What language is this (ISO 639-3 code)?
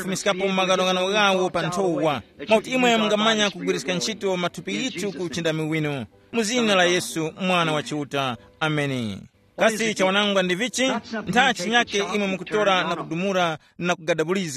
tum